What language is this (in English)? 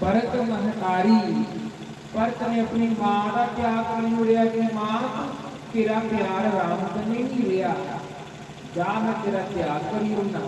Dogri